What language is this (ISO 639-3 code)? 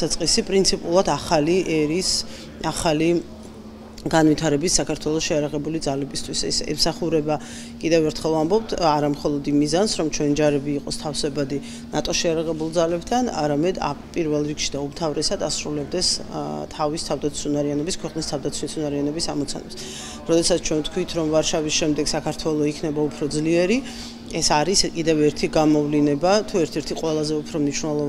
kat